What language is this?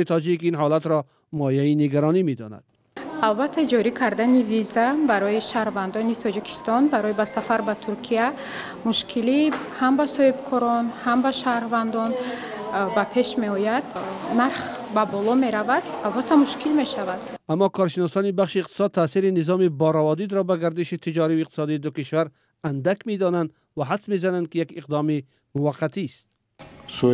Tajik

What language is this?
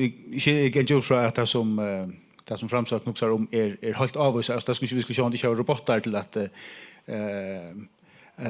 Faroese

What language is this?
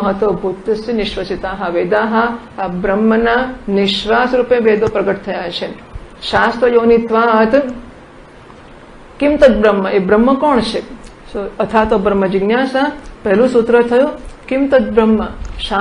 Gujarati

